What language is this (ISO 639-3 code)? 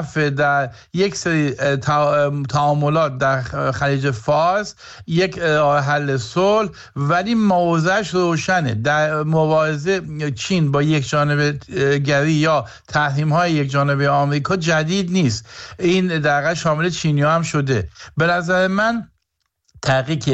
fas